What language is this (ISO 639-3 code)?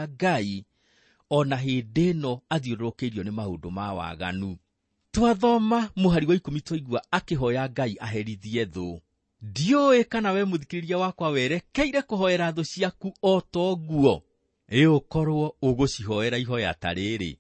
kik